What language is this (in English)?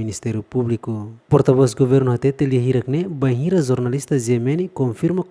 Tetum